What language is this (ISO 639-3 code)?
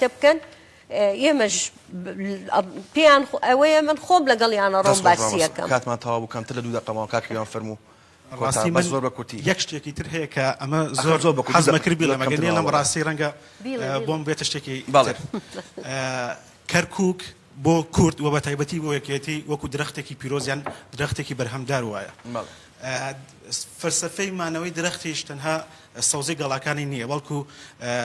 ckb